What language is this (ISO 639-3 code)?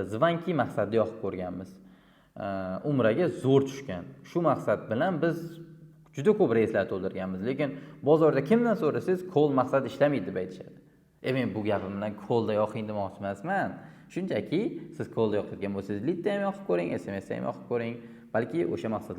uzb